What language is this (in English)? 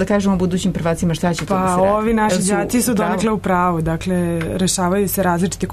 Serbian